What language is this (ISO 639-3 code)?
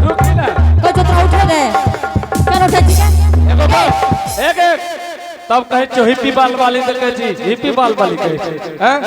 anp